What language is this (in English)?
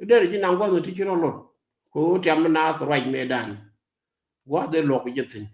Nuer